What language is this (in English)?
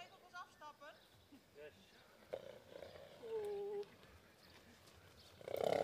Dutch